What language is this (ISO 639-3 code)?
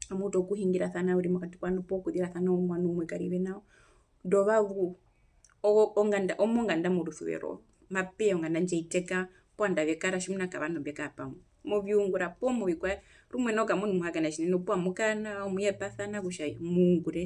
her